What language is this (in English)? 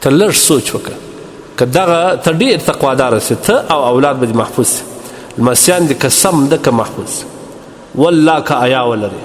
Pashto